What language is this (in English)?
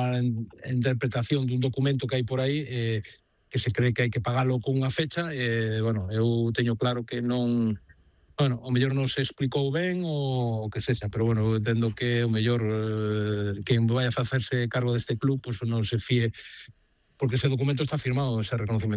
Galician